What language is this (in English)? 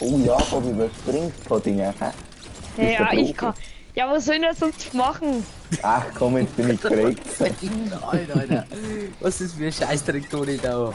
Bavarian